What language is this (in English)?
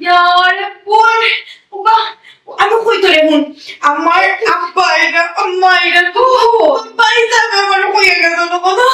Sylheti